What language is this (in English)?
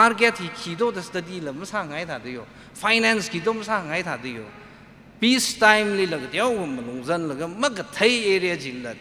Tangkhul Naga (India)